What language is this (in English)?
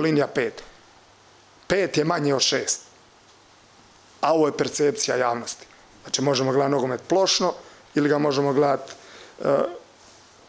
Croatian